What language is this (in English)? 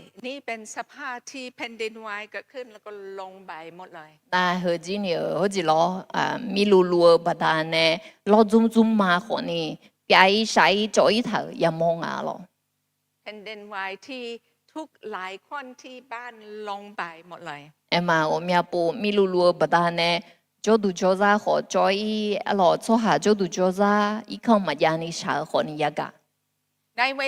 Akha